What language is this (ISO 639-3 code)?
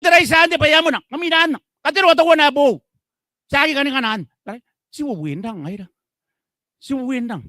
gil